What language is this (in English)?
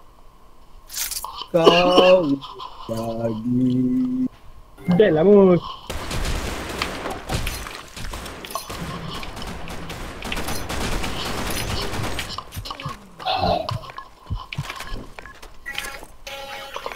Malay